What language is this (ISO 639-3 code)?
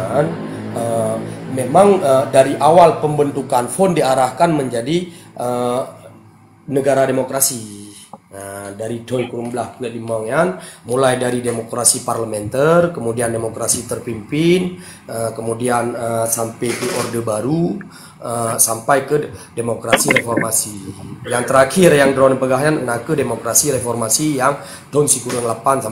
ace